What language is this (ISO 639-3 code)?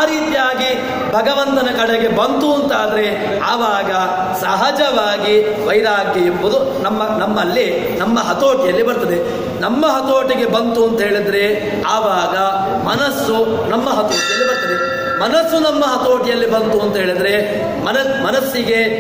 kan